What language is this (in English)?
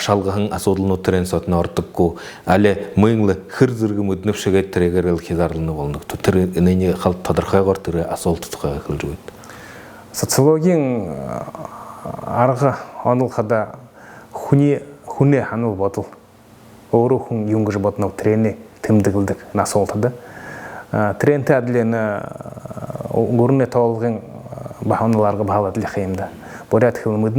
Buriat